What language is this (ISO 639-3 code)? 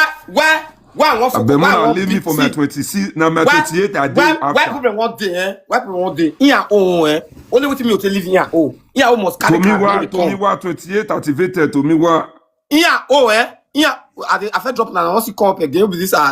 pcm